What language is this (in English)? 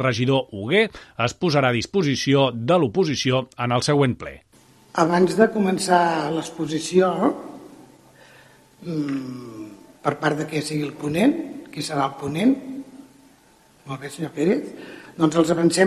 Catalan